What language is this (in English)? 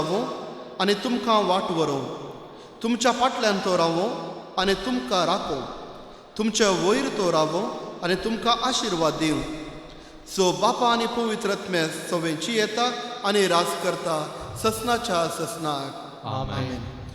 Konkani